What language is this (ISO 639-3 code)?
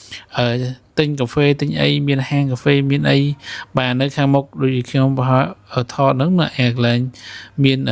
khm